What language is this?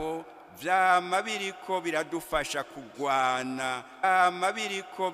Rundi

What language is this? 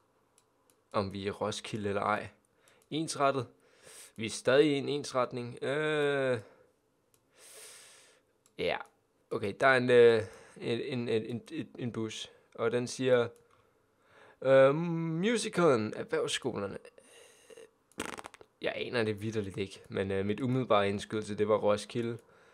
Danish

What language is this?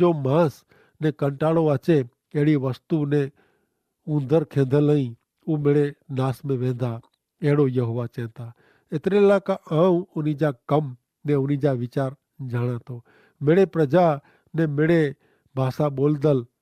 Kachhi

